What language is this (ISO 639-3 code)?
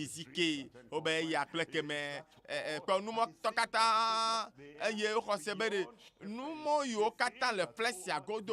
ewe